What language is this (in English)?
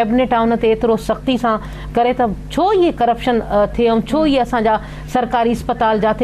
Sindhi